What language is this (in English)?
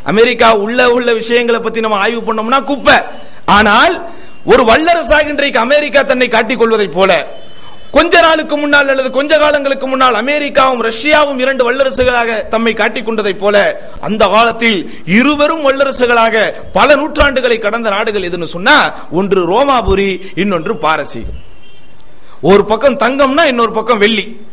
Tamil